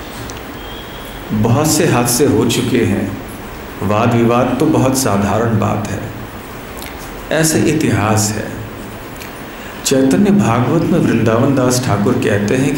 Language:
Hindi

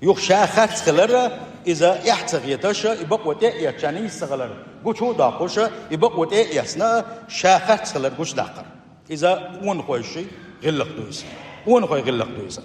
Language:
Chechen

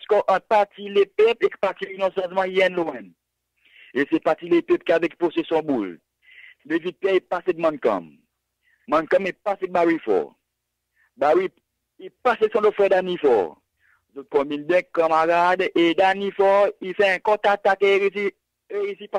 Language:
Seselwa Creole French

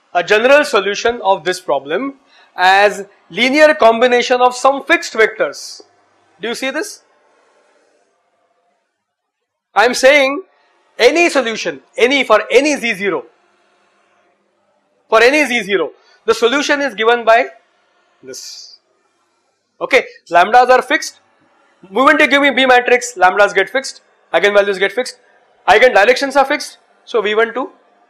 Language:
English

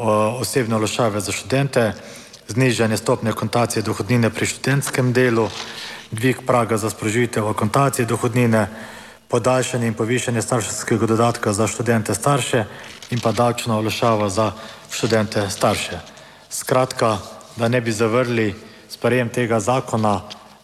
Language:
Slovenian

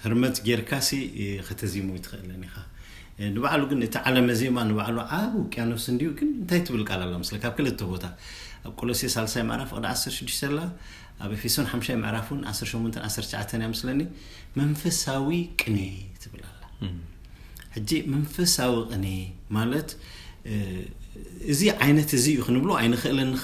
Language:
Tigrinya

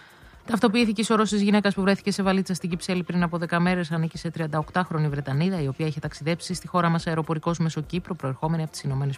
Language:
Greek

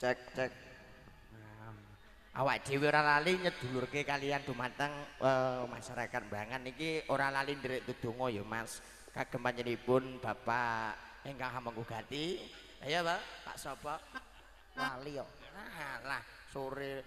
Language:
Javanese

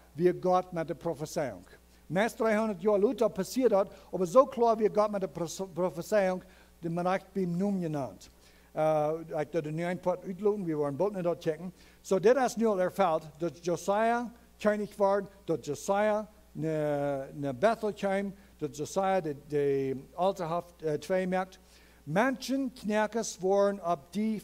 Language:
Plautdietsch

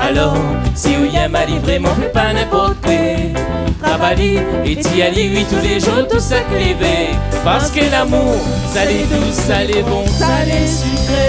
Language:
Réunion Creole French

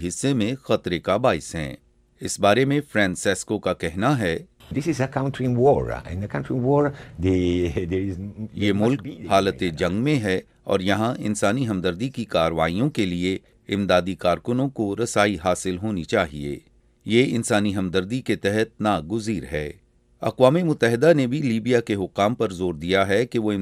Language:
Urdu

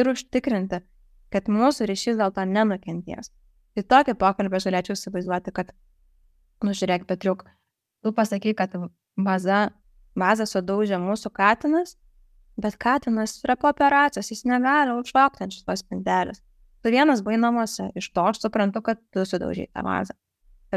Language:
Lithuanian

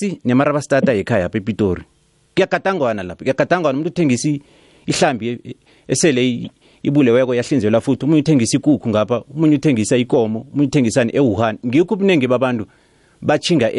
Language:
South Ndebele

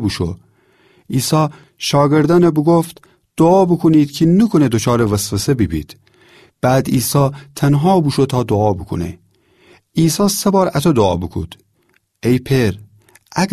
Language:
Gilaki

